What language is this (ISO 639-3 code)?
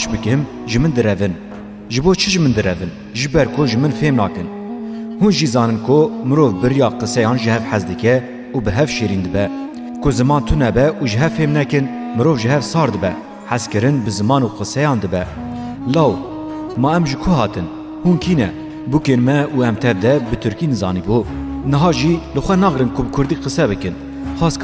kur